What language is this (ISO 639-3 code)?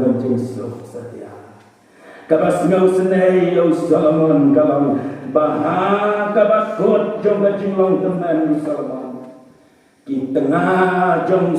kha